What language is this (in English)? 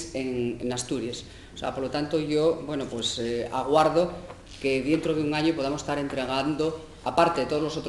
Asturian